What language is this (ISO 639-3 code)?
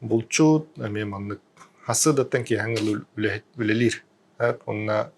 sah